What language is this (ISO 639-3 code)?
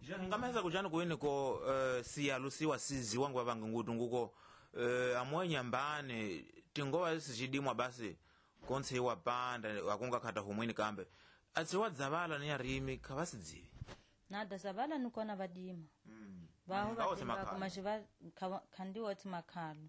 tso